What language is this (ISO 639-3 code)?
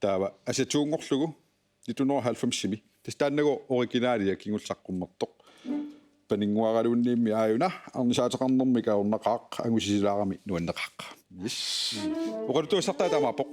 kal